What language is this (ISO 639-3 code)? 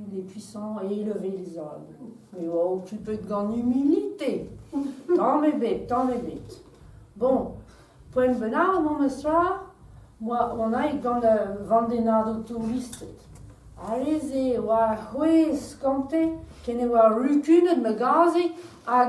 bre